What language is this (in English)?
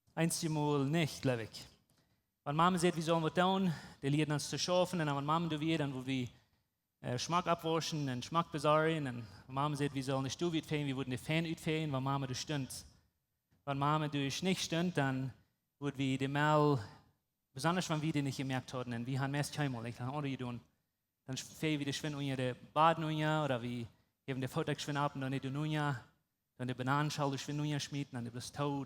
Plautdietsch